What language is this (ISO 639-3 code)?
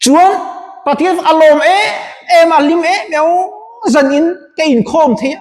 lus